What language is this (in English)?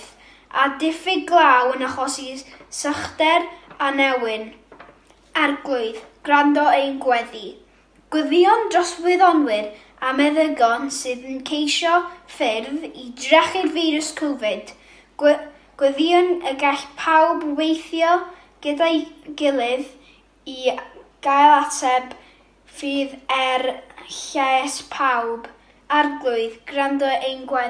Welsh